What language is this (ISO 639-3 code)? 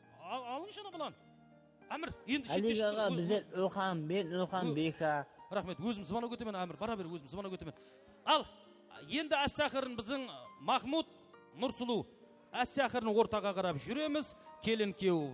kaa